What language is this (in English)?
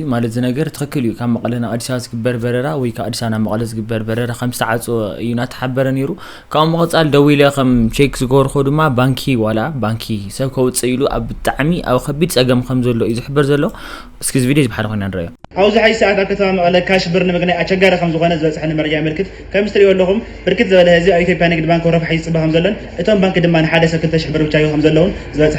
Tigrinya